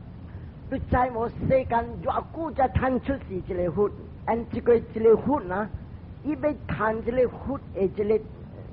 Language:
Min Nan Chinese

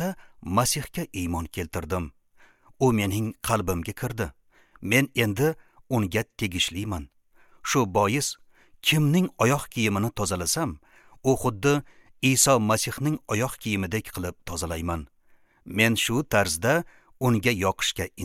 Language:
Uzbek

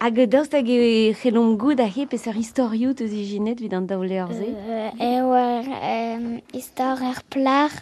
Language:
Breton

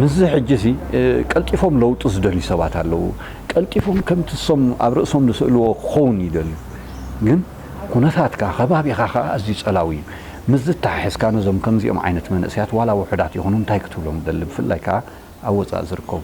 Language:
Tigrinya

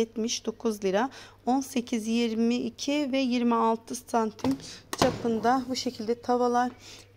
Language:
Turkish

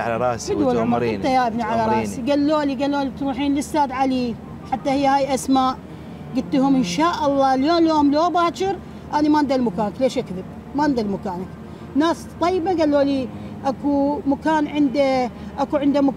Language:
Mesopotamian Arabic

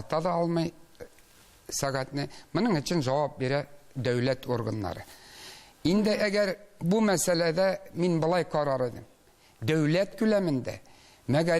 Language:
Tatar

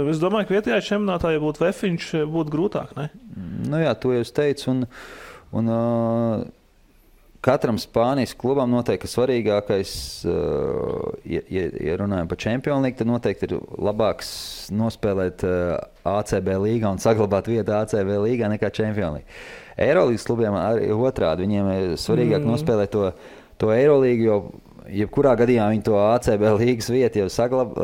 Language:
Latvian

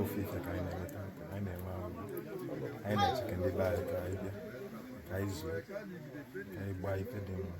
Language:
Igbo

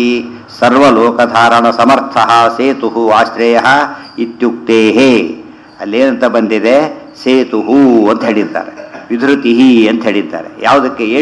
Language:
Kannada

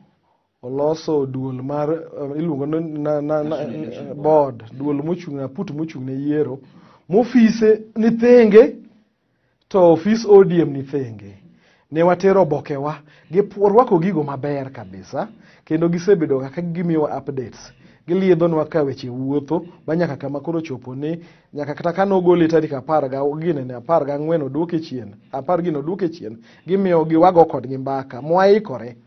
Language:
Luo (Kenya and Tanzania)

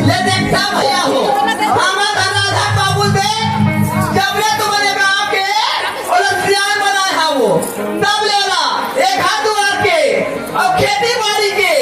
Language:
Chhattisgarhi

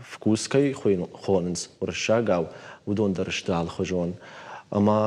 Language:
Ossetic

